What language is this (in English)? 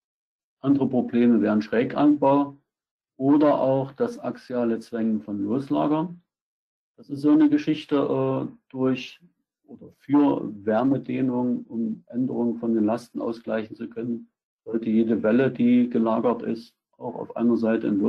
German